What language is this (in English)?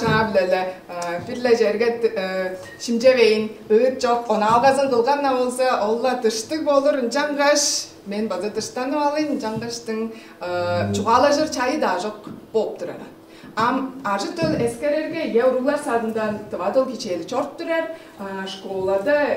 Tuvinian